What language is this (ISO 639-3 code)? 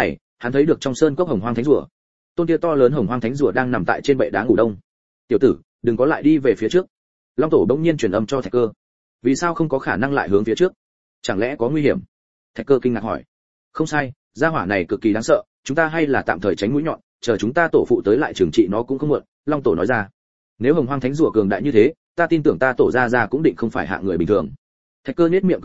vie